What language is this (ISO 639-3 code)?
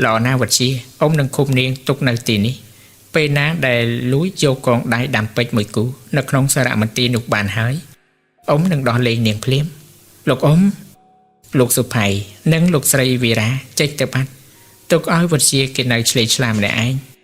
khm